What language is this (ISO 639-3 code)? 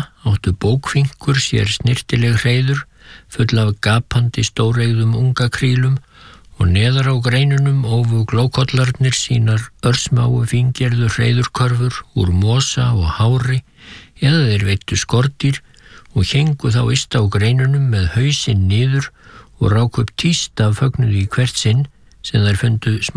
isl